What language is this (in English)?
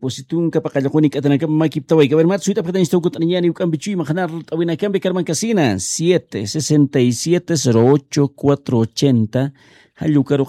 Aymara